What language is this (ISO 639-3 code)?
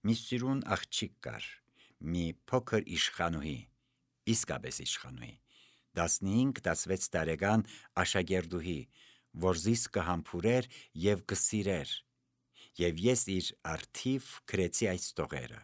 hye